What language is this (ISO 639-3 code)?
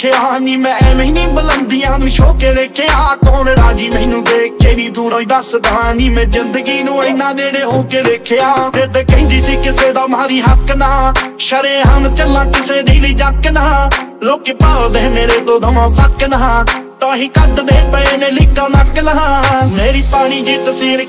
pan